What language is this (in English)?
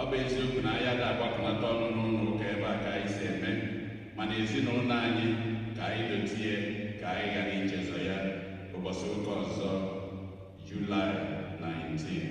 Igbo